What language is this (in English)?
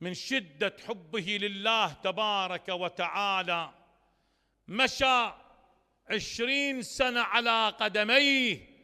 Mesopotamian Arabic